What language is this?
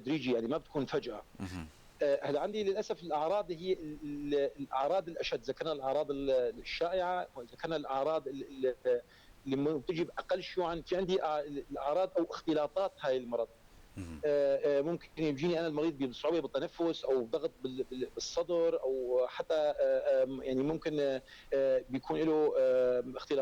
North Levantine Arabic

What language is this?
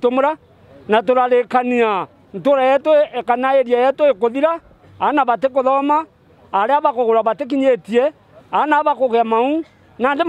Meru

